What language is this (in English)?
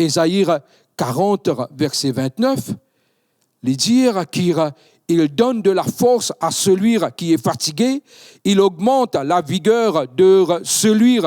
Morisyen